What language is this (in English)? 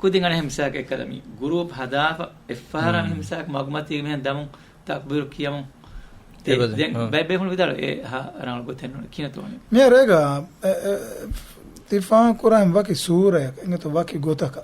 Divehi